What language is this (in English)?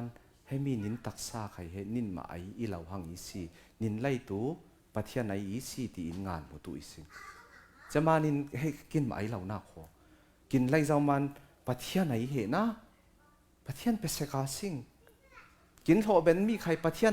Falam Chin